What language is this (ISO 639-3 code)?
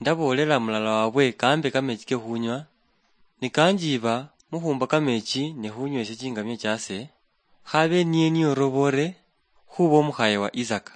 luy